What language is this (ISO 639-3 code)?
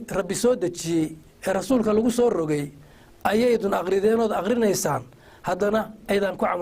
som